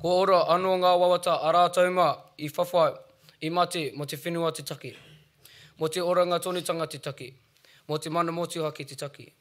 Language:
Māori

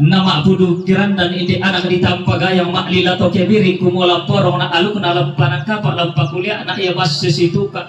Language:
Toraja-Sa'dan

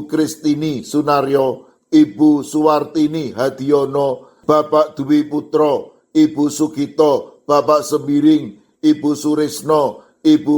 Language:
Javanese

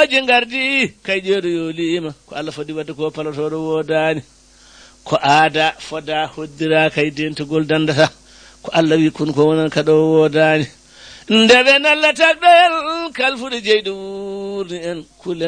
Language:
Fula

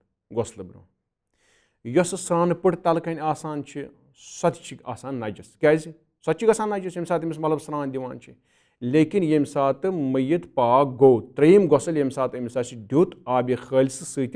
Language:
Kashmiri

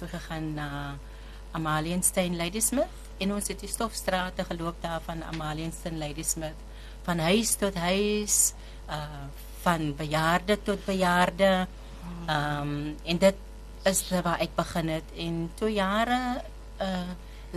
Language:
Afrikaans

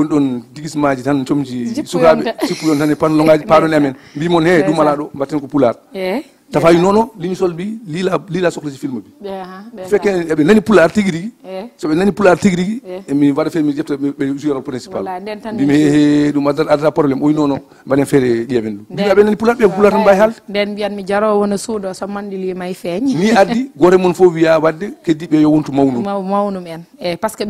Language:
Fula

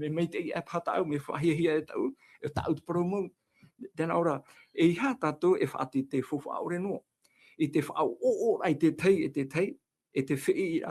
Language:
Tahitian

